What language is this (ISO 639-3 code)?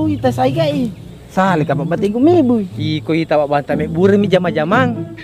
bug